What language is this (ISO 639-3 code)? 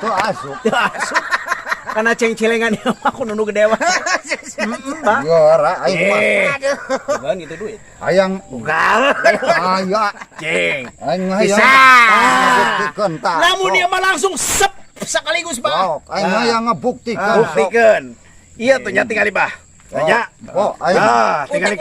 sun